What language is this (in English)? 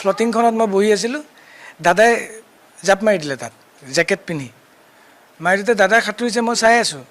Assamese